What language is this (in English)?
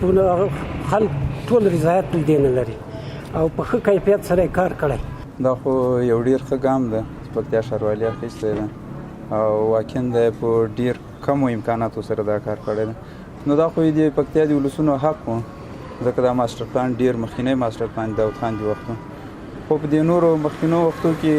Pashto